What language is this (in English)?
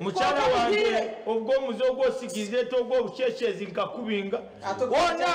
Nyankole